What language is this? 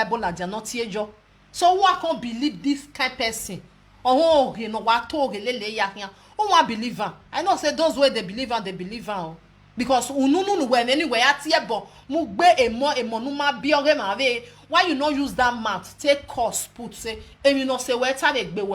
Nigerian Pidgin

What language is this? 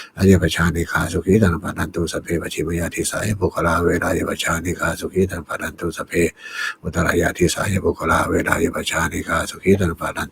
Pali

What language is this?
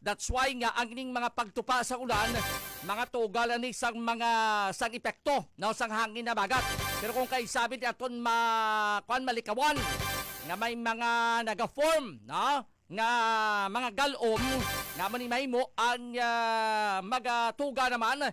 Hiligaynon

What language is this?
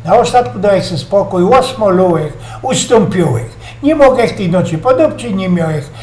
Silesian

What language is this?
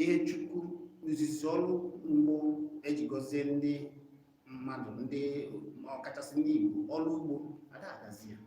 Igbo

